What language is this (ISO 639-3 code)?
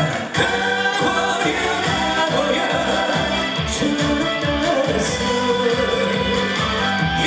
kor